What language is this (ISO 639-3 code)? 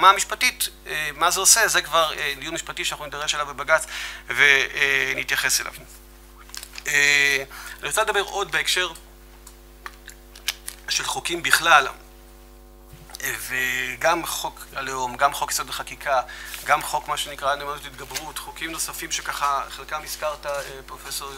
heb